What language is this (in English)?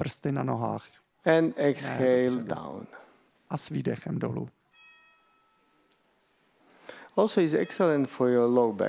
Czech